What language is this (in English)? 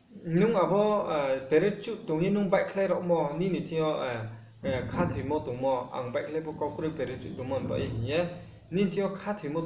Riang (India)